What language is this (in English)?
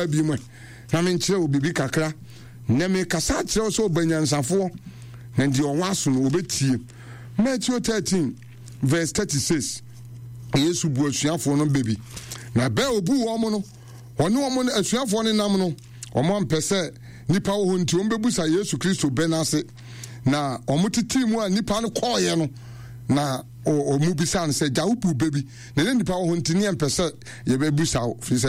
Akan